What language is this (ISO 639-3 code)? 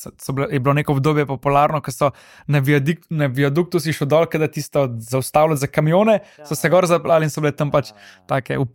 slv